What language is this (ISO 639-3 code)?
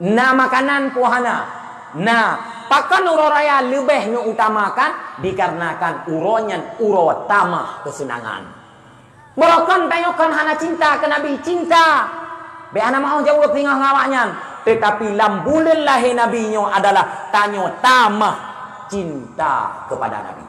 ace